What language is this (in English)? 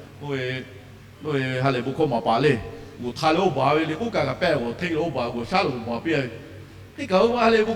Lahu